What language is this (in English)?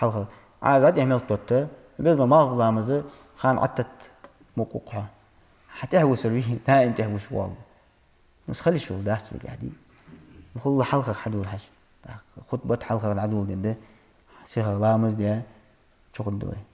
Ingush